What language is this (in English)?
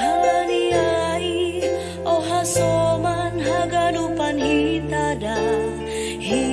Batak Simalungun